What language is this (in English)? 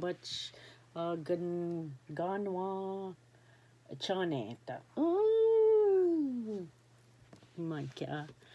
Ojibwa